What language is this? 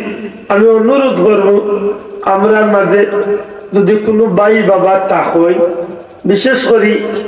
Sylheti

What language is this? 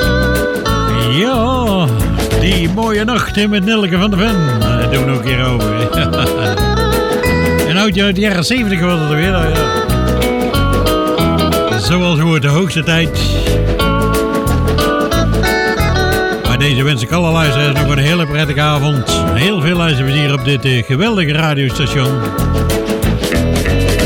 Dutch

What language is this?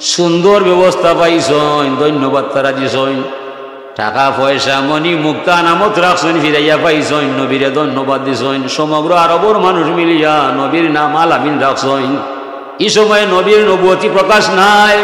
Sylheti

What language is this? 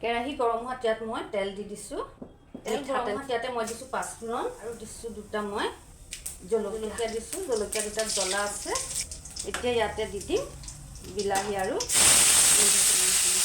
Assamese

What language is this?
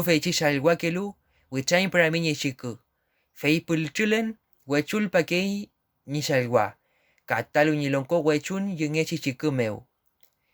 Mapuche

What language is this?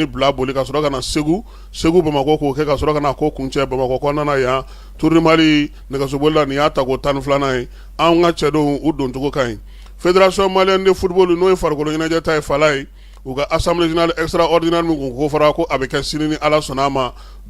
Bambara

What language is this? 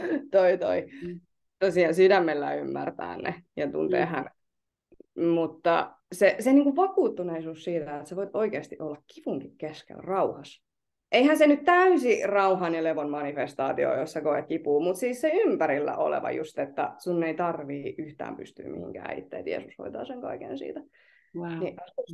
Finnish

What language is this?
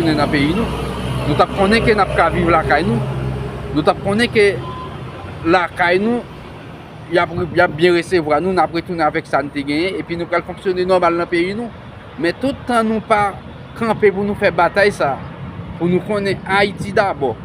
Haitian Creole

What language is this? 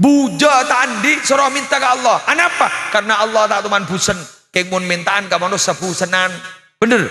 Madurese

